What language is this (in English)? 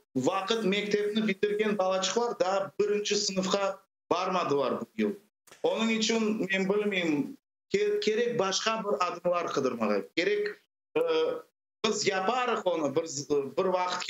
Crimean Tatar